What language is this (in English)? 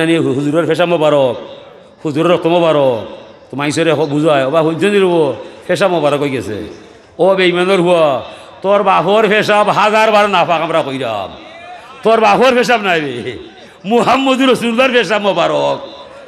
Sylheti